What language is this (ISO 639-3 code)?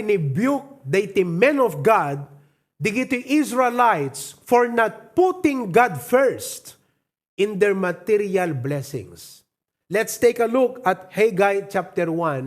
ilo